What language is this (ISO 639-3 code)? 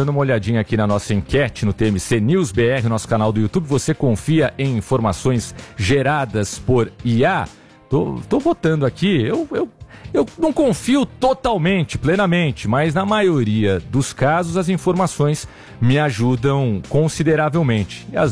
por